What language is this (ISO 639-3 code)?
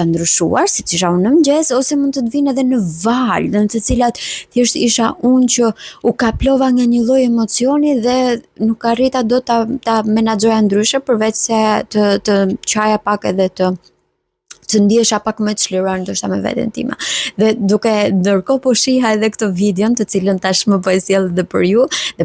sqi